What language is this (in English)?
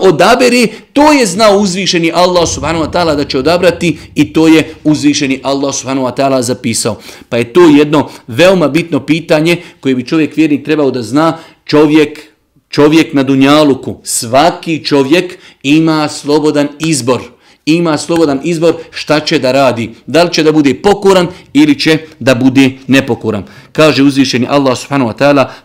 Bosnian